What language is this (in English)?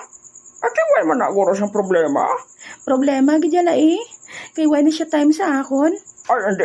Hiligaynon